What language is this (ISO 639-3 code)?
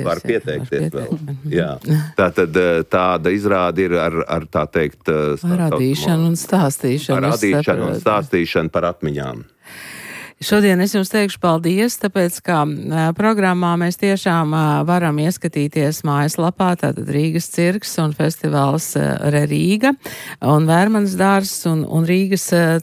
lav